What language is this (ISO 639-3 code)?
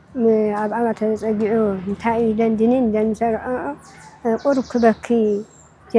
tir